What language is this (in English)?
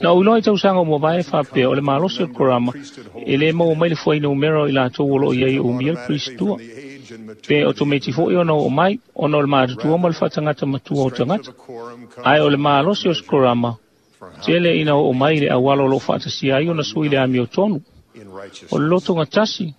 Samoan